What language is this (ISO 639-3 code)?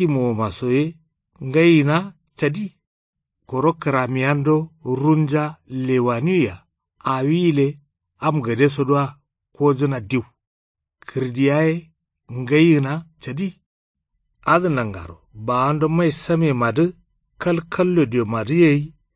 kau